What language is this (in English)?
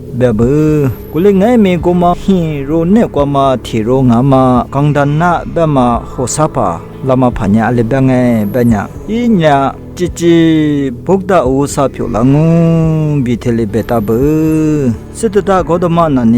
Lisu